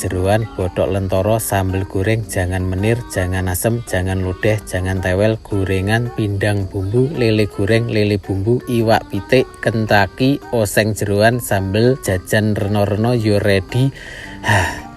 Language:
Javanese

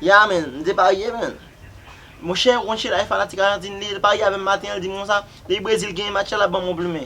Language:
Haitian Creole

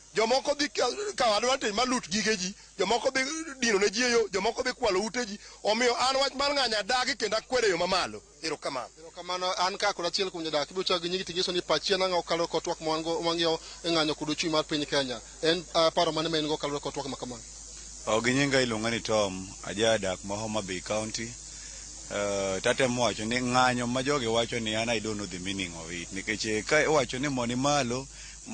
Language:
Luo (Kenya and Tanzania)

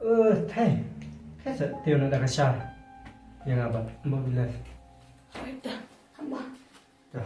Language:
Khasi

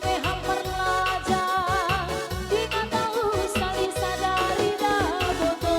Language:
Batak Simalungun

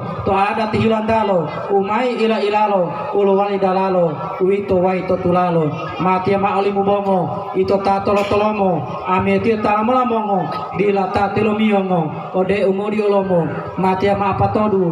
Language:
Gorontalo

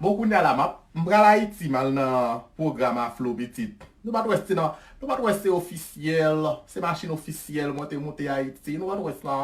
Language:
Haitian Creole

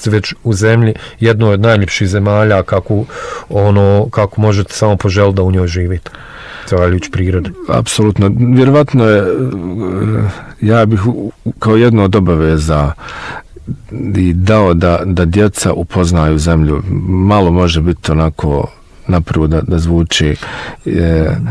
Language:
Bosnian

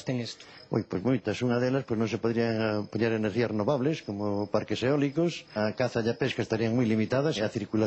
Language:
Galician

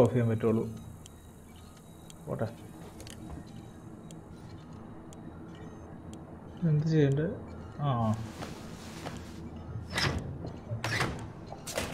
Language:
Malayalam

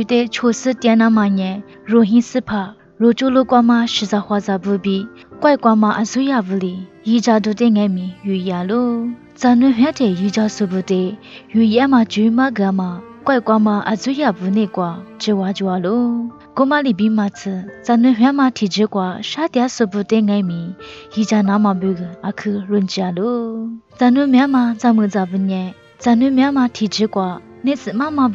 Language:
Lisu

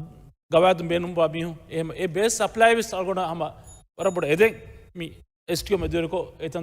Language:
Divehi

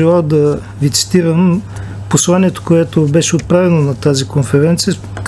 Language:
Bulgarian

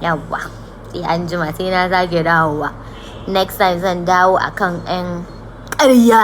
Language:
Hausa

